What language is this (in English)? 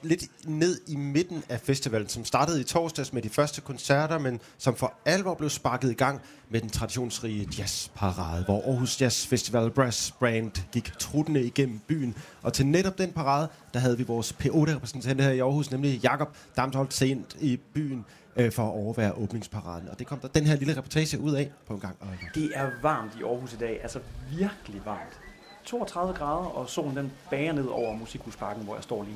Danish